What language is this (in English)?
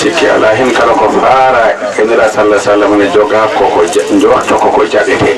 Fula